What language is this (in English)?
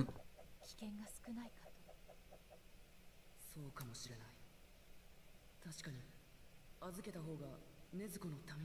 Japanese